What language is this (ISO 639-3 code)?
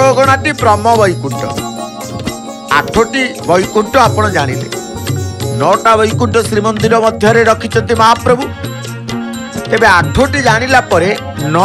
ori